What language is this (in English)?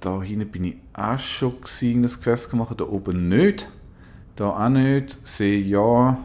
Swiss German